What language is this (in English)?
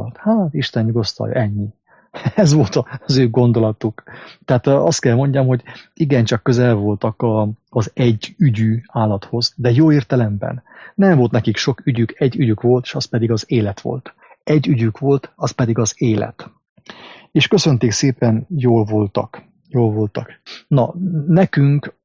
Hungarian